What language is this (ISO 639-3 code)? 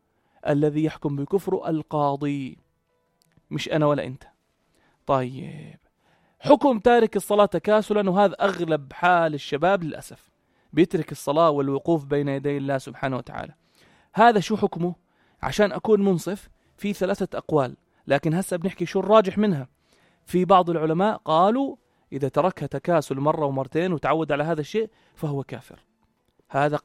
apc